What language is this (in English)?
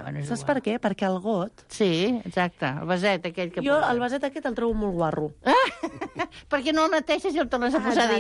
Catalan